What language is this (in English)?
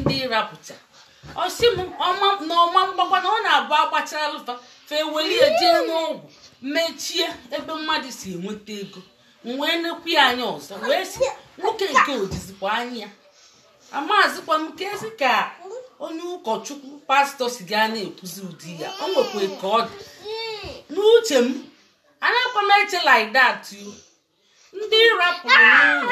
Igbo